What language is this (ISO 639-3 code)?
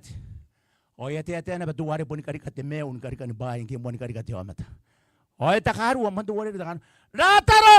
gil